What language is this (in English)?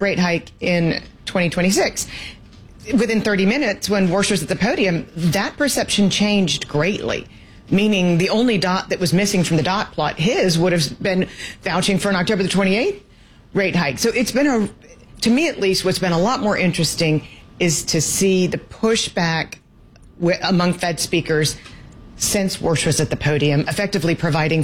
English